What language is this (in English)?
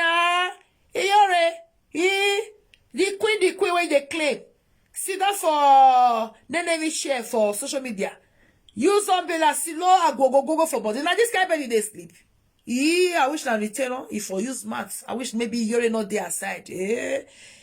Nigerian Pidgin